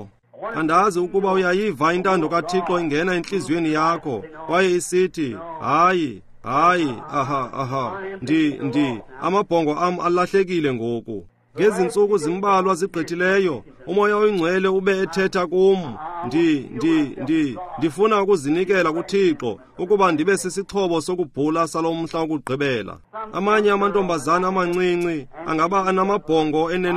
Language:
Xhosa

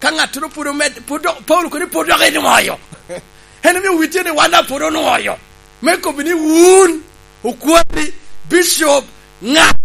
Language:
Lango (Uganda)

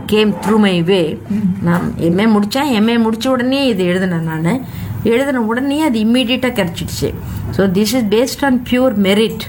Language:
Tamil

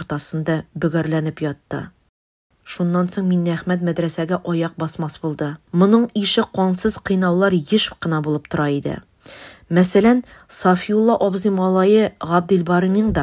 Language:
Tatar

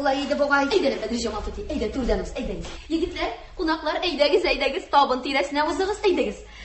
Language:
Tatar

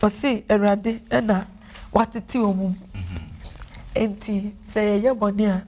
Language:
Akan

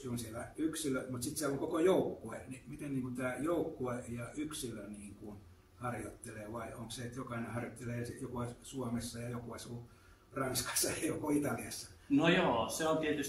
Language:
Finnish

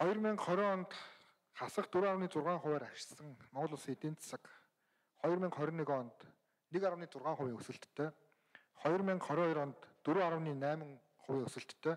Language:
Mongolian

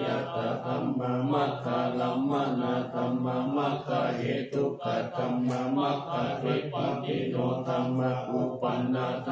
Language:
Pali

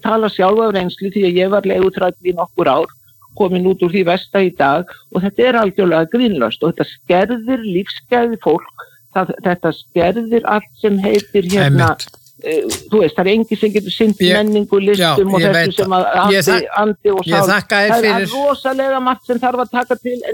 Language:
Icelandic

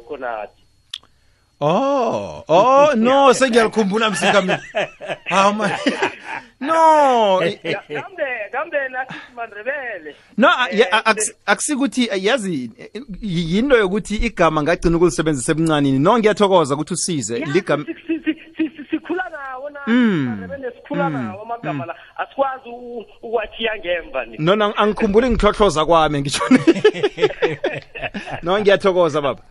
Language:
South Ndebele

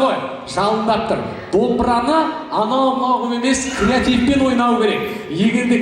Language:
Kazakh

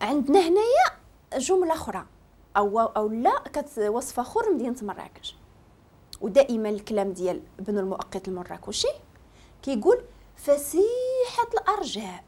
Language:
Moroccan Arabic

